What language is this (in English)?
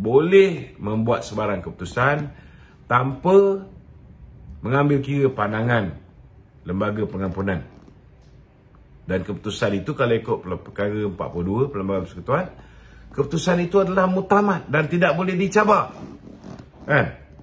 Malay